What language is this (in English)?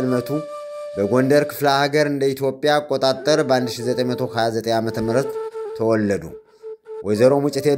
Amharic